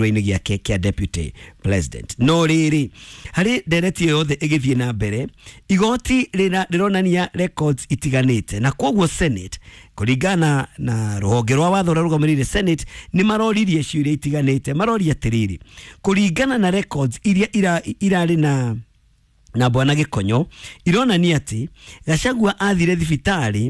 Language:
Kikuyu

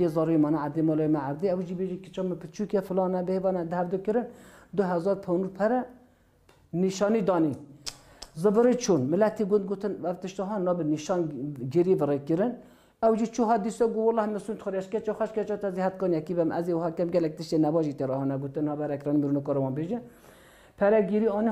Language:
Kurdish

